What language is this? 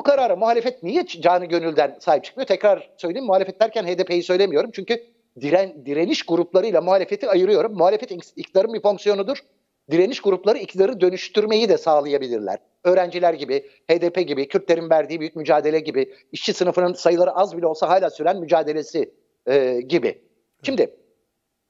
Turkish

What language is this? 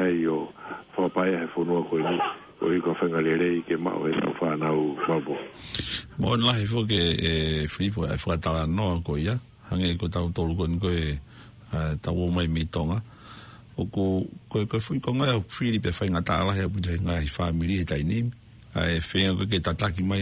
Tongan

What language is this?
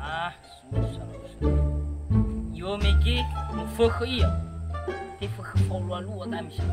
Nias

